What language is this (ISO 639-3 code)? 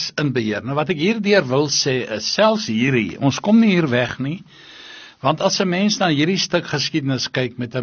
afr